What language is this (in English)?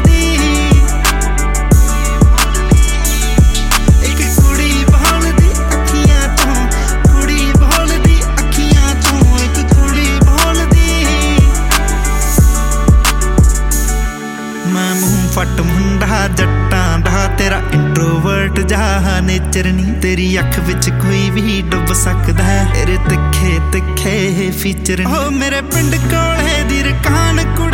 Punjabi